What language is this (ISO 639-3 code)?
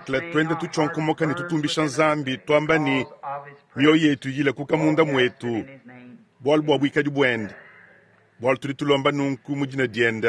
lua